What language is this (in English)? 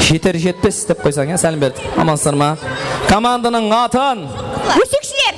Kara-Kalpak